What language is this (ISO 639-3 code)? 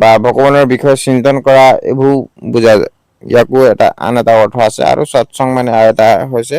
asm